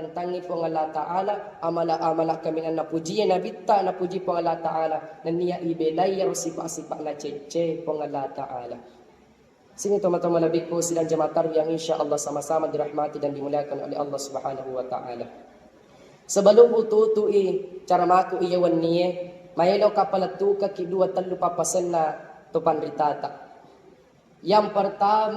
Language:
Buginese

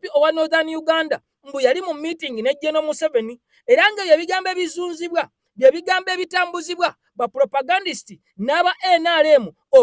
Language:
Ganda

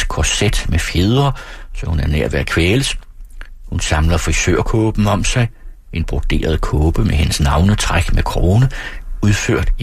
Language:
Danish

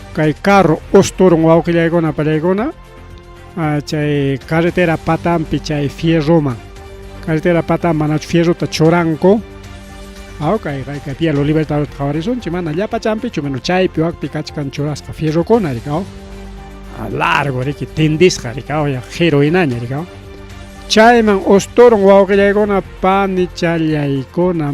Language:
Ayacucho Quechua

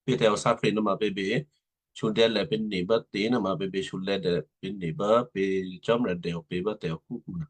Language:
Western Kayah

